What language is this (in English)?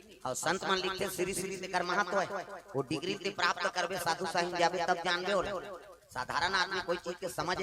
Chhattisgarhi